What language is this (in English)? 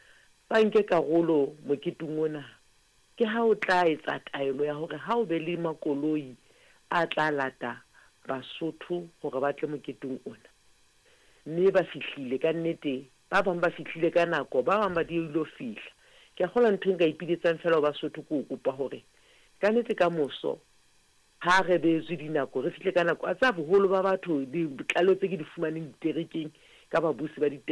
Southern Sotho